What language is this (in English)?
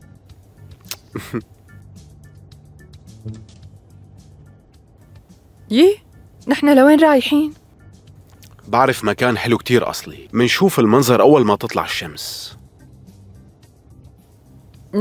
North Levantine Arabic